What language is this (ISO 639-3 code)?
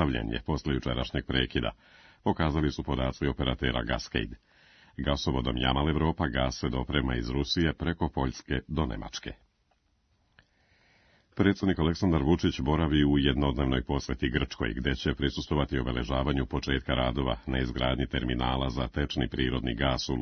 srp